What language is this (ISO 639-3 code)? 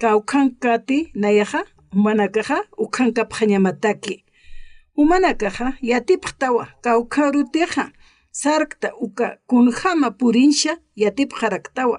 aym